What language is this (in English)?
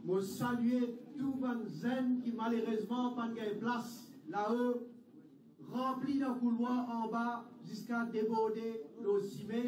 Morisyen